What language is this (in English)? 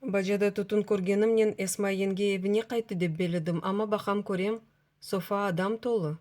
Crimean Tatar